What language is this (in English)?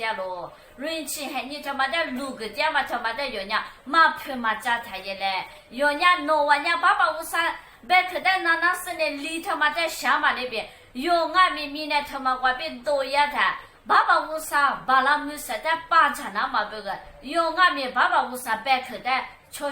Lisu